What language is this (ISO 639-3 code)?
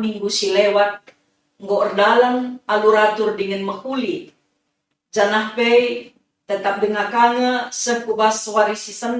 btx